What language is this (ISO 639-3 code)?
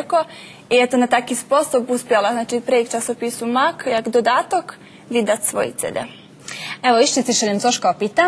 rue